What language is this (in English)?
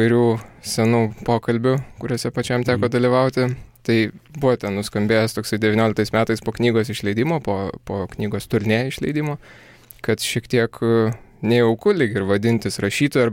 Lithuanian